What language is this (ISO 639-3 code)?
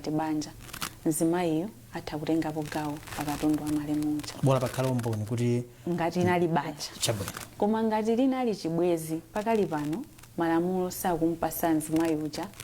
nya